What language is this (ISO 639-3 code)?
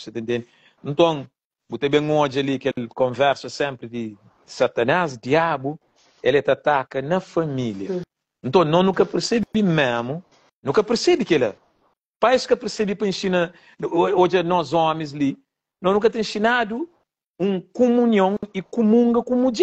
kea